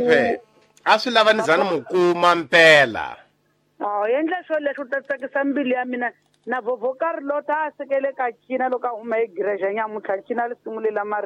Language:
Tsonga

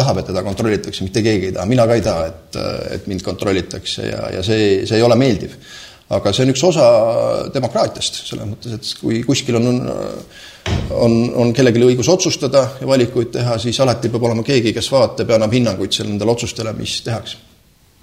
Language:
Estonian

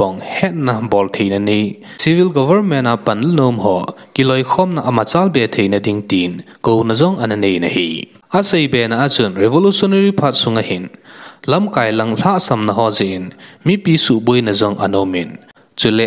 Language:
Thado Chin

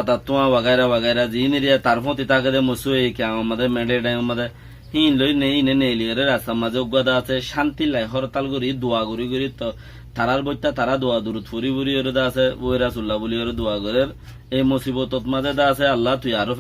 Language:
Rohingya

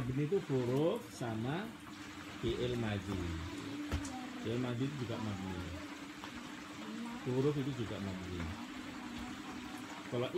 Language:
Indonesian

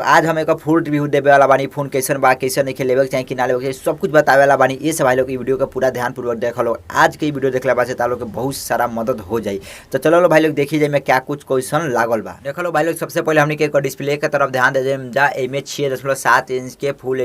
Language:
Bhojpuri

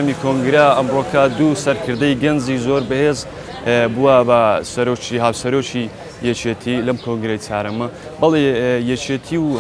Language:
Central Kurdish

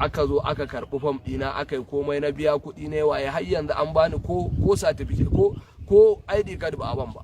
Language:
Hausa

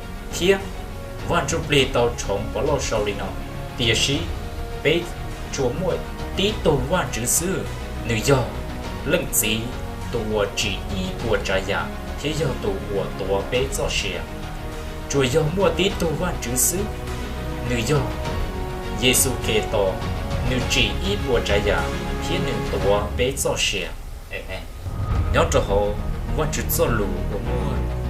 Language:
Hmong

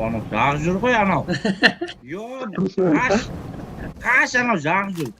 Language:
Kara-Kalpak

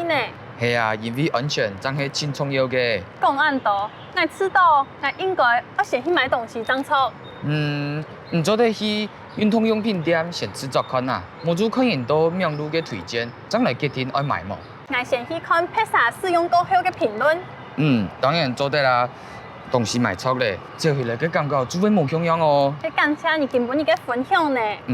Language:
Hakka Chinese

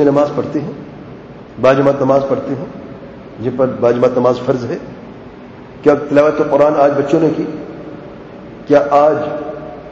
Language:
Urdu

